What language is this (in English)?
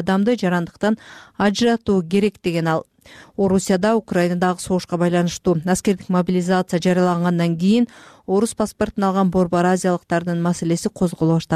Kyrgyz